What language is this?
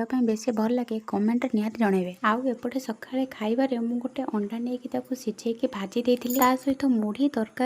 Odia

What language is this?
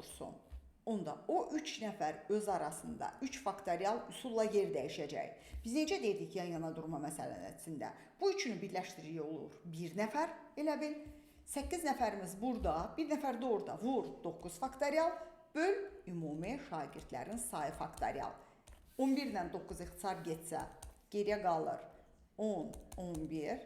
Azerbaijani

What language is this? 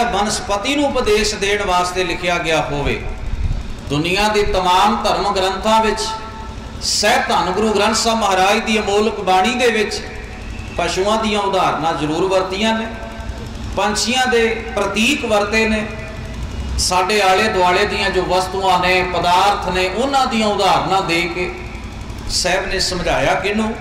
Punjabi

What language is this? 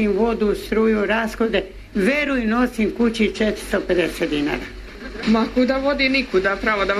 Serbian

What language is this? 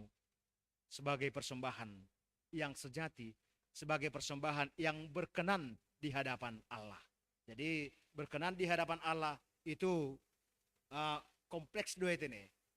Batak Simalungun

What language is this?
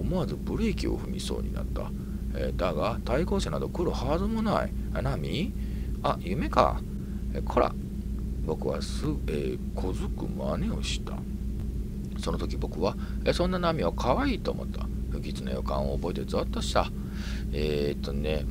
Japanese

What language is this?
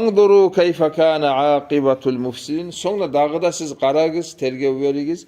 Kumyk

